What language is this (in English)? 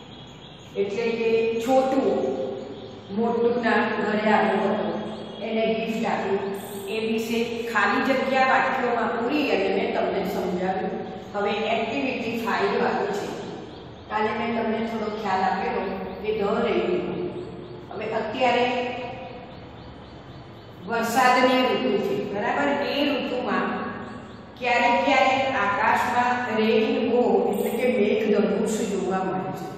Gujarati